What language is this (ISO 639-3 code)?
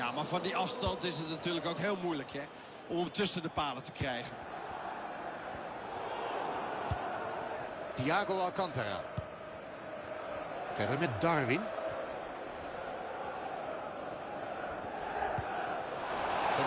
nld